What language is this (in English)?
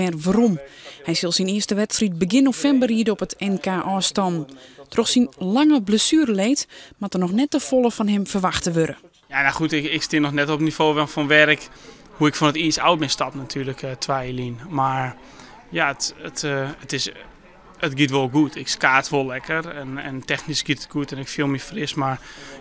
Western Frisian